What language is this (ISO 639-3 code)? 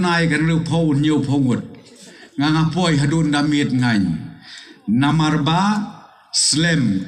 kha